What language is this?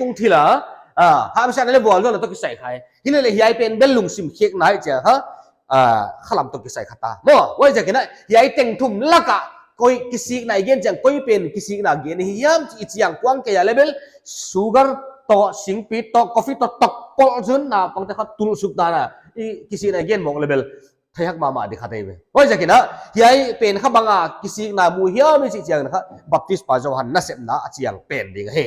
Paite Chin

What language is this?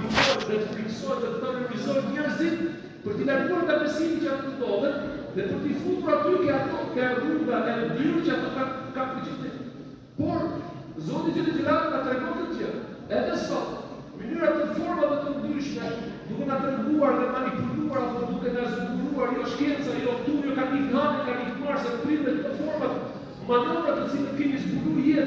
Albanian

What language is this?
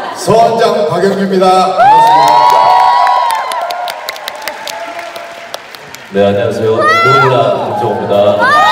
Korean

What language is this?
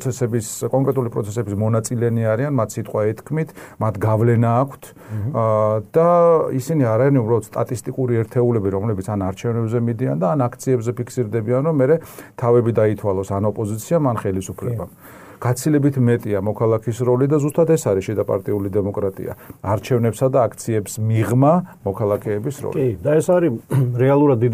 Georgian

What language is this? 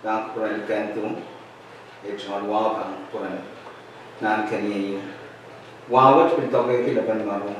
Pohnpeian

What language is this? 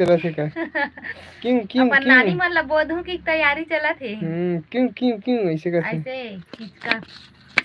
Chhattisgarhi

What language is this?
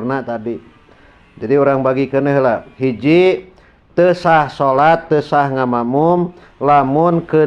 Sundanese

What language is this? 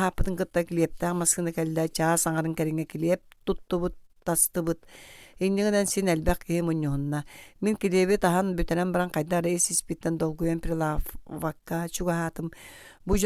Yakut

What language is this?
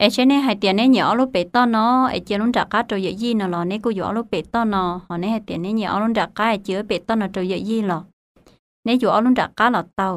Hmong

